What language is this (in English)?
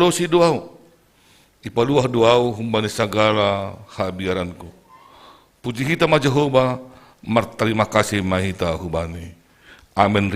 Batak Simalungun